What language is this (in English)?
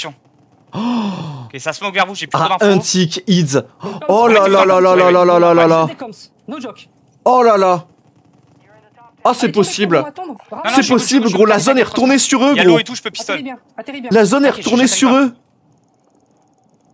French